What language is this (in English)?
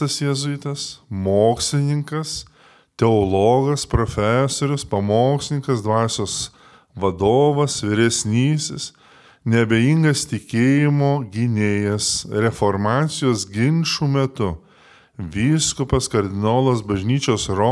Lithuanian